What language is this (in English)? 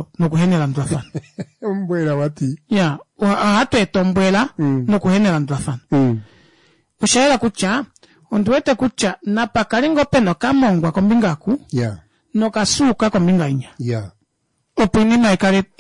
Kuanyama